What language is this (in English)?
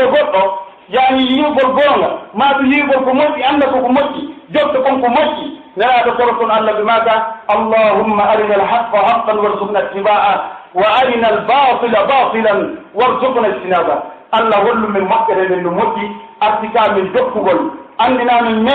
Pular